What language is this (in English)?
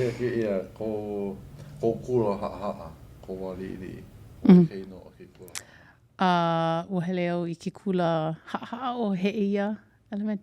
Hawaiian